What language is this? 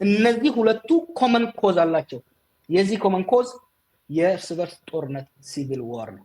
Amharic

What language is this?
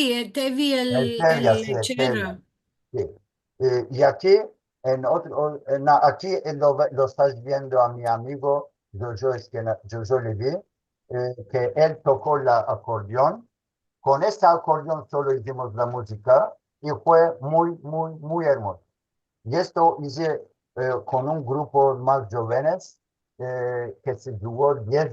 Ladino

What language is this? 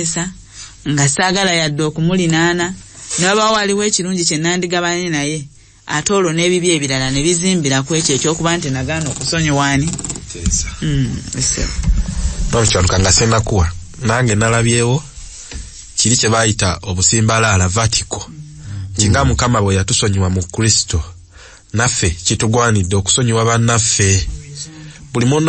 Ganda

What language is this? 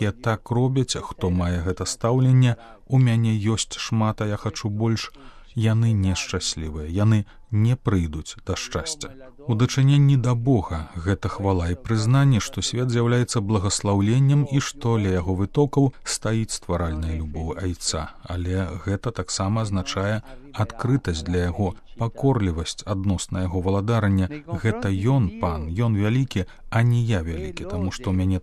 Belarusian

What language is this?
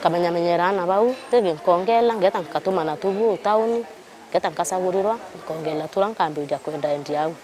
Meru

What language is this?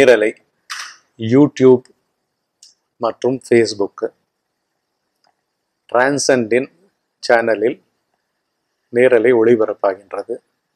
Tamil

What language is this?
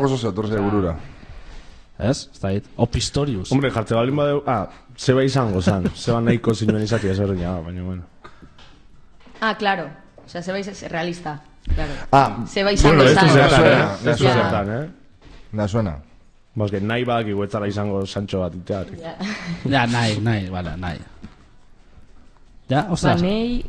Basque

